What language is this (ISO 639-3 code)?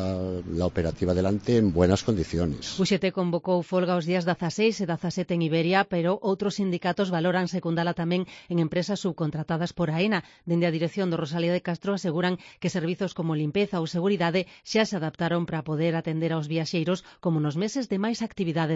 glg